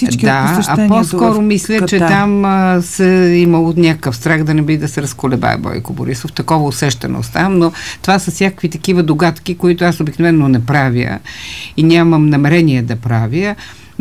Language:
Bulgarian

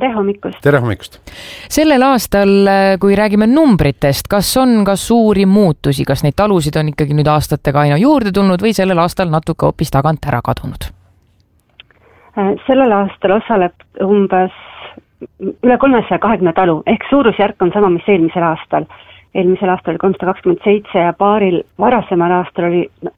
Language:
Estonian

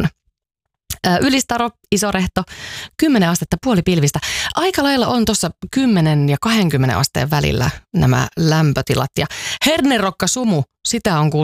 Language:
Finnish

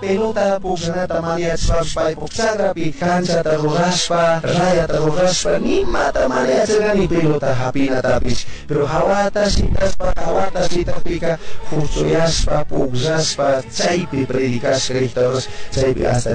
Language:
Chimborazo Highland Quichua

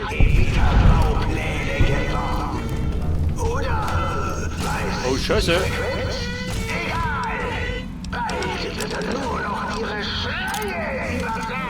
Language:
Bavarian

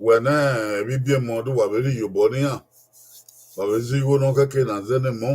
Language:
Bini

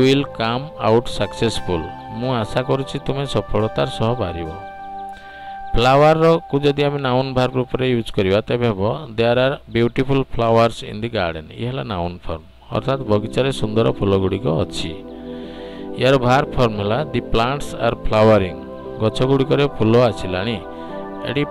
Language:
Odia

